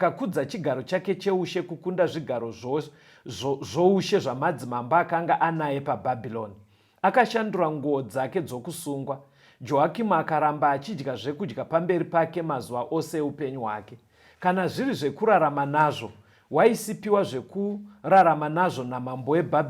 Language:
Shona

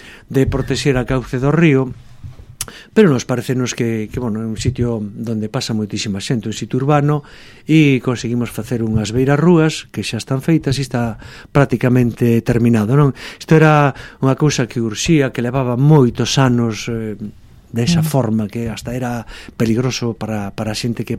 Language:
Galician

